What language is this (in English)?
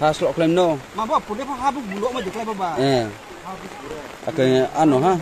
Riang (India)